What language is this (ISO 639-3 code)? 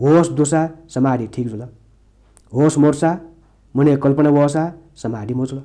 new